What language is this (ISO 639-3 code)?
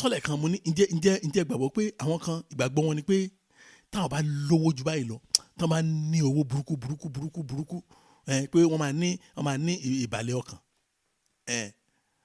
yor